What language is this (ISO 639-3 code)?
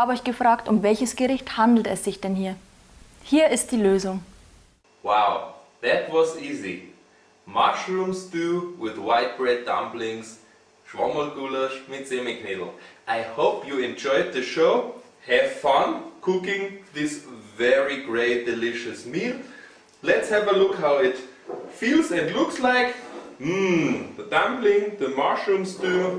bar